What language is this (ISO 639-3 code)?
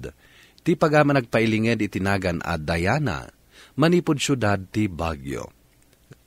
ilo